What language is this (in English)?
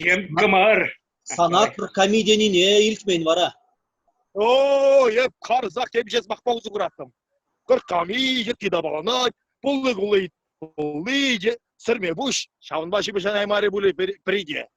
Chuvash